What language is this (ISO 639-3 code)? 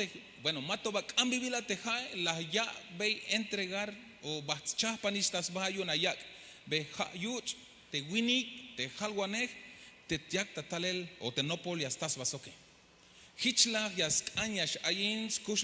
tzh